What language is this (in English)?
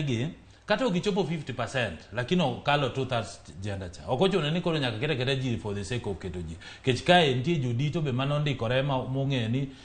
Luo (Kenya and Tanzania)